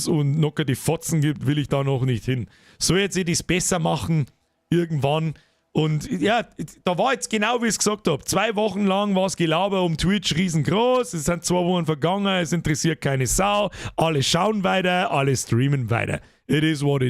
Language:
Bavarian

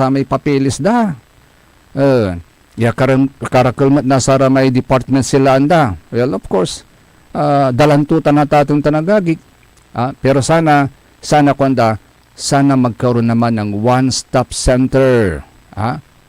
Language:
Pangasinan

